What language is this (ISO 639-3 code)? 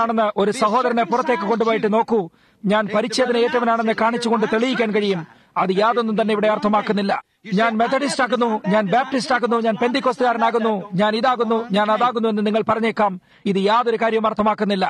mal